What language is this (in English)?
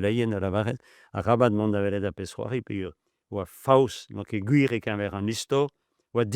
Breton